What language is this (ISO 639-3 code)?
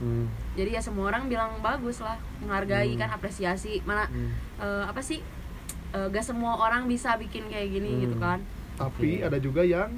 ind